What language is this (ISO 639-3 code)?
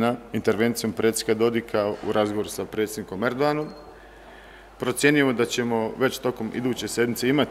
bos